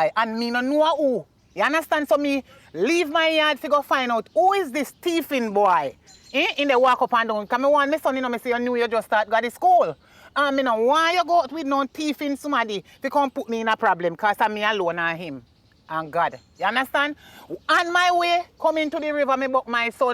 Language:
Jamaican Creole English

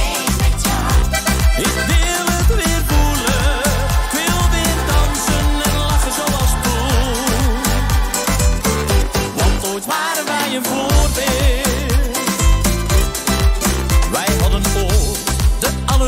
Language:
Dutch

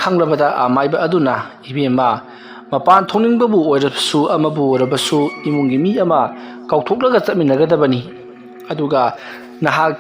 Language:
Manipuri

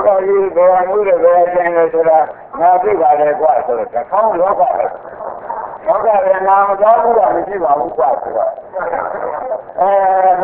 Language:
Burmese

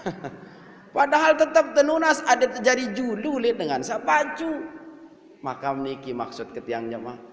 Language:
Sasak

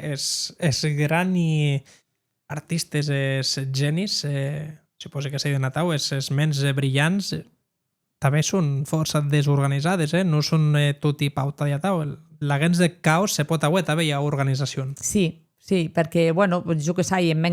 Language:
Occitan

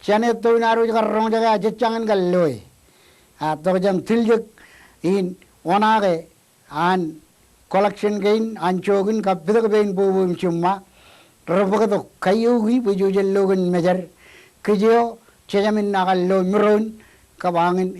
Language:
Marshallese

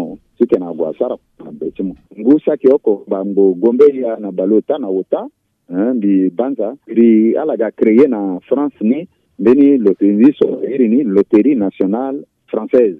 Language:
Sango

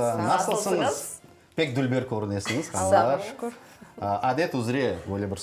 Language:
Crimean Tatar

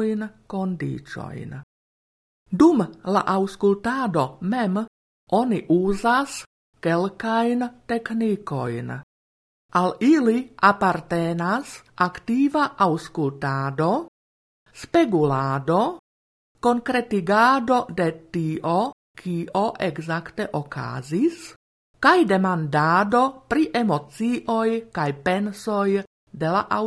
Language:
Esperanto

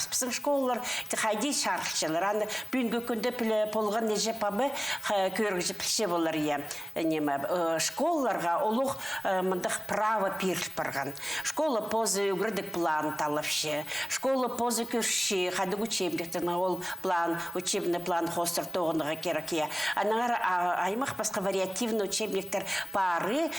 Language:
Khakas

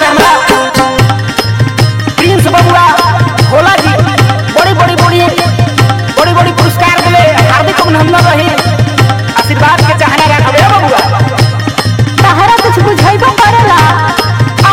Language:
Bhojpuri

